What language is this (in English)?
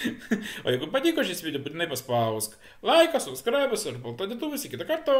Lithuanian